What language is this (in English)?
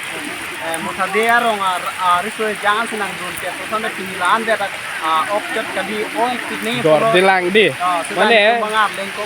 Karbi